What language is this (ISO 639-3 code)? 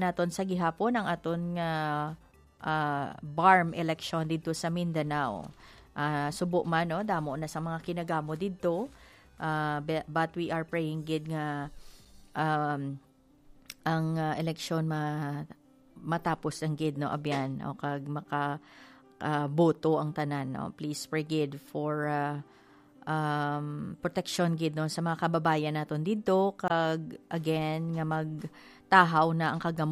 hil